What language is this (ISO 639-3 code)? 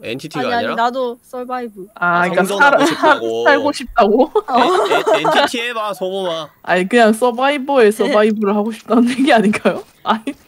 kor